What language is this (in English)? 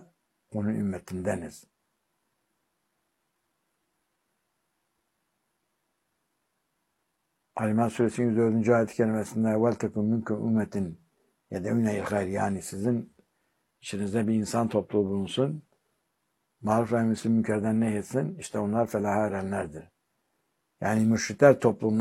Turkish